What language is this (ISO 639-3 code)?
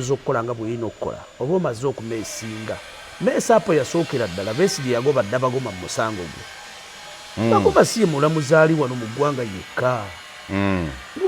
lug